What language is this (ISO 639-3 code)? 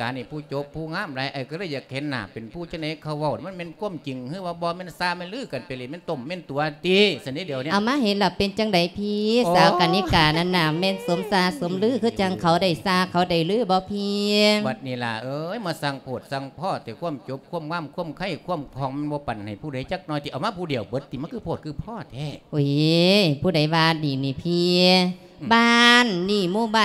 lao